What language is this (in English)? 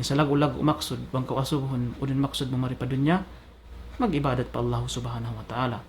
Tausug